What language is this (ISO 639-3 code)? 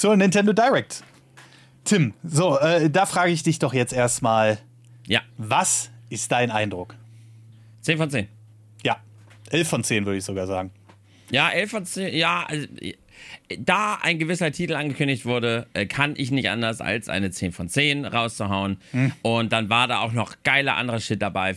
deu